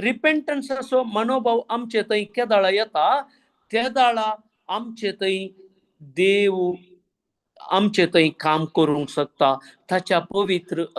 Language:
Konkani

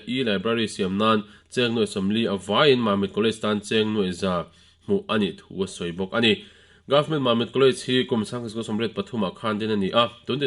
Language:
Mizo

